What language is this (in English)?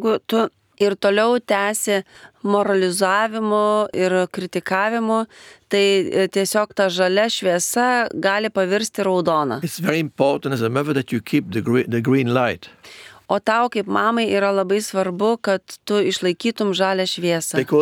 Lithuanian